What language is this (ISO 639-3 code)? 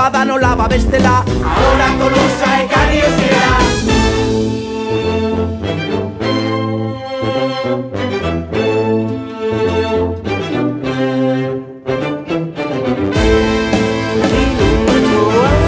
eus